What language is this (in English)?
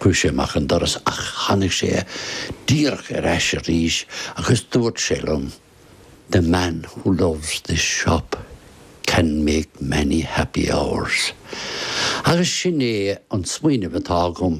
Irish